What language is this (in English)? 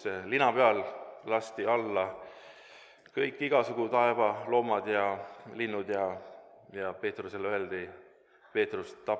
Estonian